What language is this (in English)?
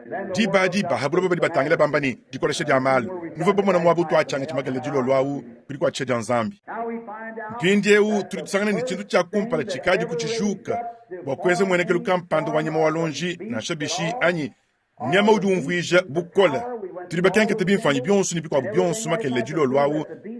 Luba-Lulua